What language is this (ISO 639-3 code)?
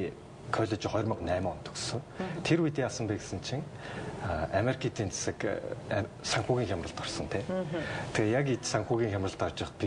mon